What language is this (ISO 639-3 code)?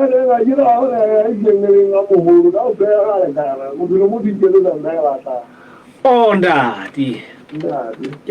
sot